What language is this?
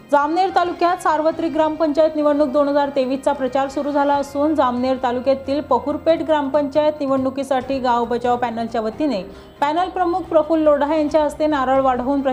Marathi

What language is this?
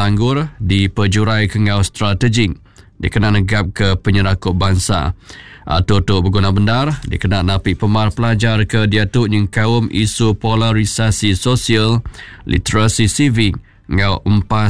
Iban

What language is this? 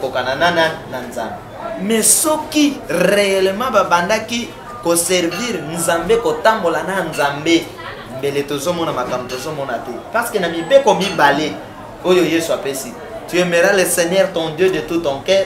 Lingala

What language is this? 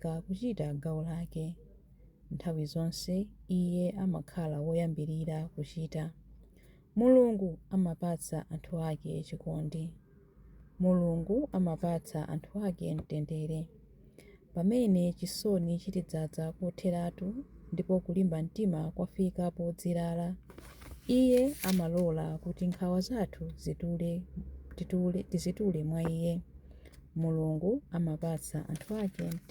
Nyanja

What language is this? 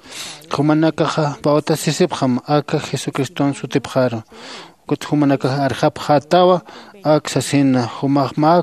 Aymara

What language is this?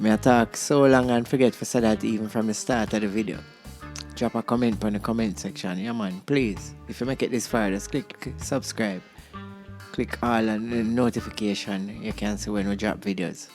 Jamaican Creole English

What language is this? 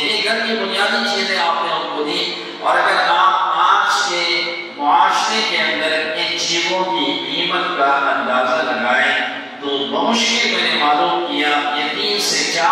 Urdu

